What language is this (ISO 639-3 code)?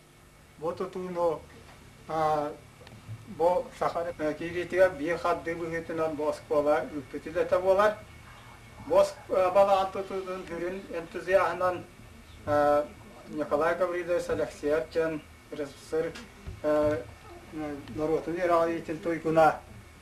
sah